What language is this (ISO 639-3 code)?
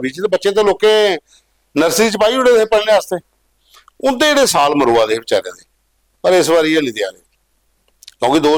doi